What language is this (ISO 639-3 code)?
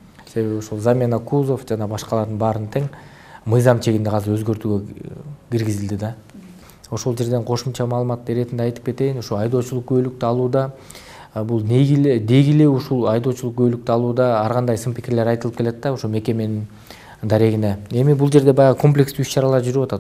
kir